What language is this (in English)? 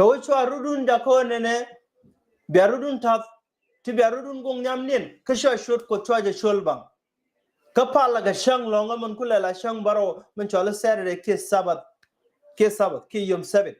Nuer